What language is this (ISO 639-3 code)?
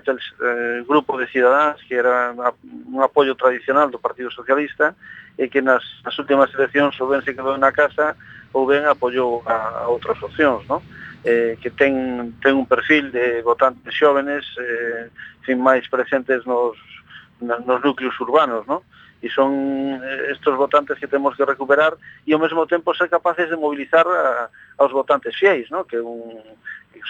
glg